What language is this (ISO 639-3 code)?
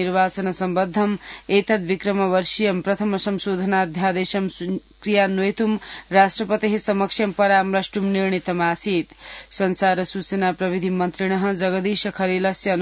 san